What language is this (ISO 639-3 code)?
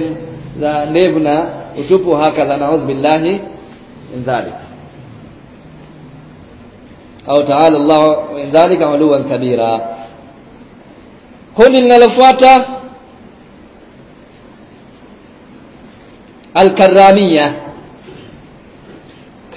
swa